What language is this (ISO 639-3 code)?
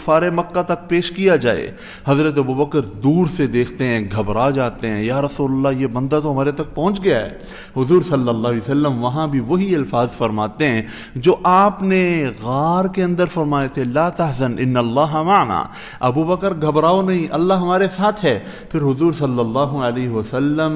urd